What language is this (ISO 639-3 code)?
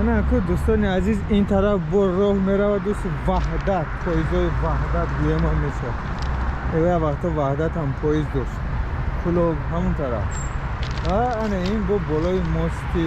tgk